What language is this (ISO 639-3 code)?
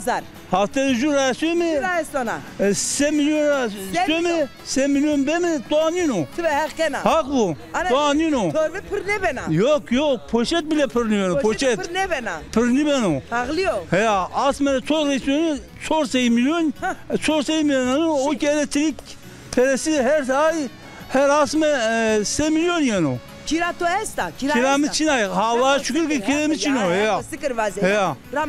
zza